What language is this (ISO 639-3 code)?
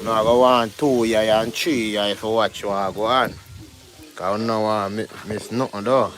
jam